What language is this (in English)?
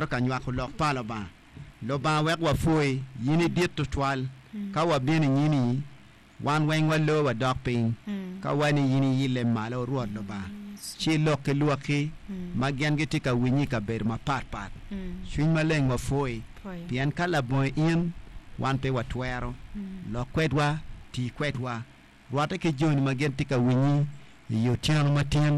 Acoli